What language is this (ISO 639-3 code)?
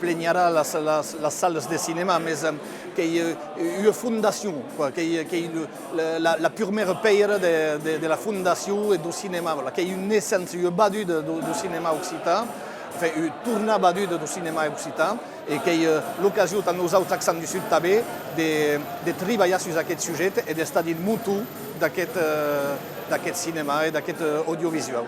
oci